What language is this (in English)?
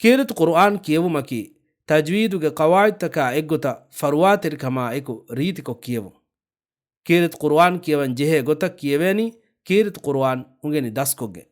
Divehi